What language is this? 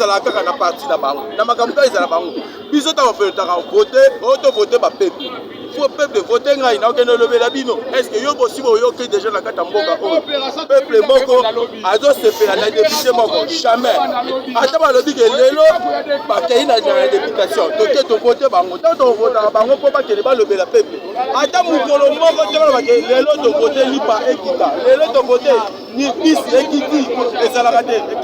Lingala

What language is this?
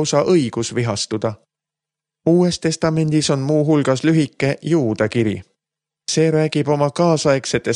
Estonian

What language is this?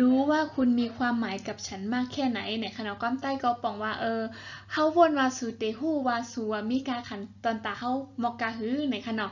Shan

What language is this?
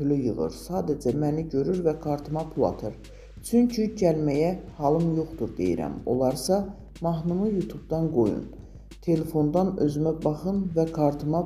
Azerbaijani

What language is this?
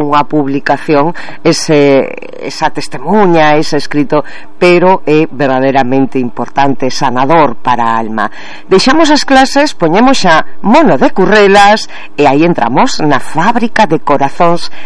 Galician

